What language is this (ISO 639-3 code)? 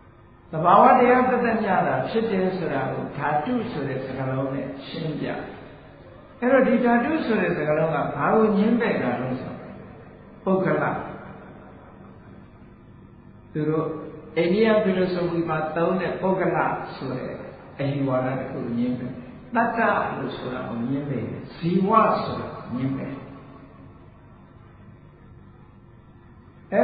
mya